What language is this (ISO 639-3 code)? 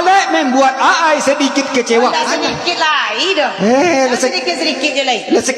min